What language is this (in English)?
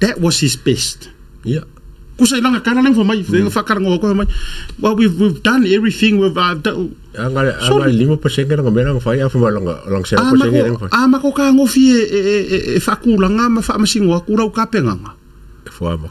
Samoan